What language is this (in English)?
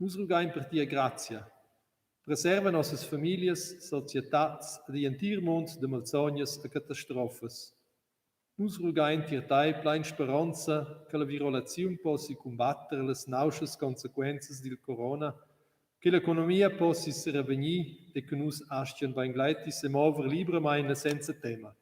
Romansh